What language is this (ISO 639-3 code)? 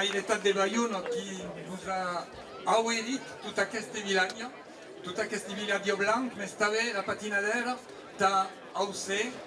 oci